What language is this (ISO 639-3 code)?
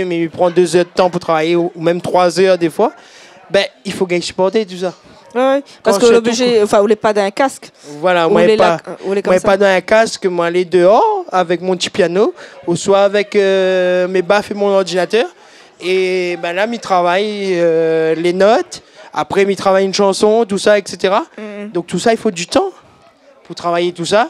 rcf